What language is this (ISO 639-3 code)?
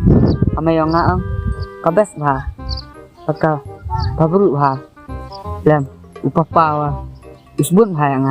kha